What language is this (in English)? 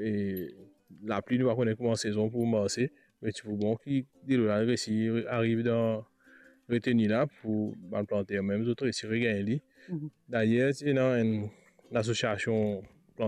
Morisyen